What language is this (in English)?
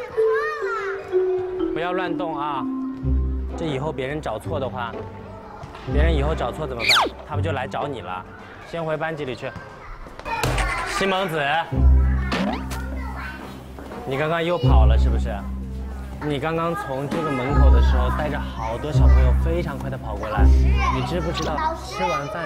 Chinese